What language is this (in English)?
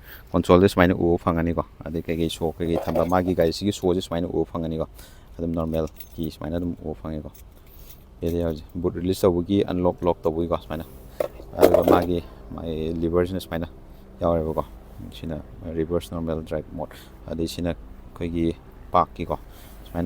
Manipuri